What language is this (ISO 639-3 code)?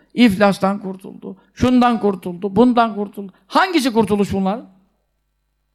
tur